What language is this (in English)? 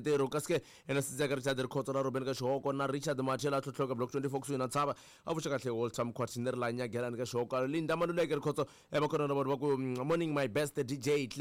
Tsonga